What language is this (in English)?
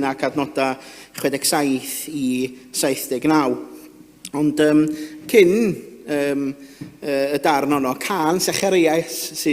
Welsh